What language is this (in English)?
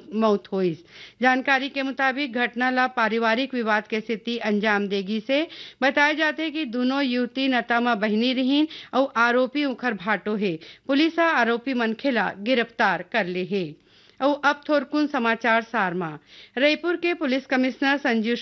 Chhattisgarhi